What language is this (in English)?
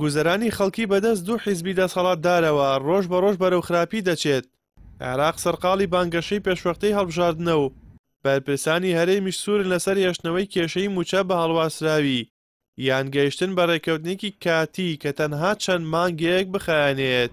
Central Kurdish